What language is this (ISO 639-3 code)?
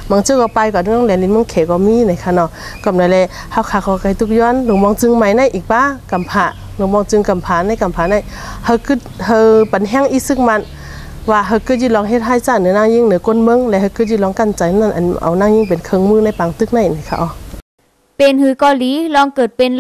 shn